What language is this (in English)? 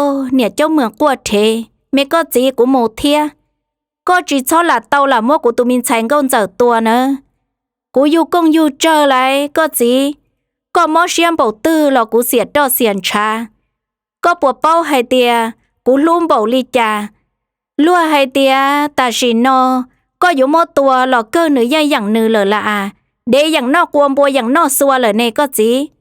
Hmong